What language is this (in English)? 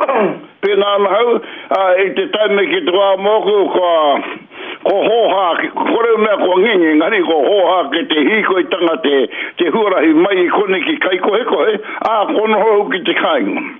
Māori